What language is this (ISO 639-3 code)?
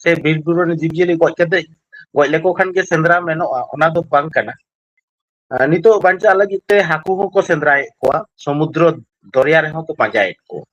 sat